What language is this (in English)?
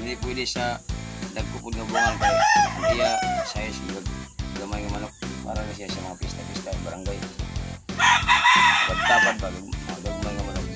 Cebuano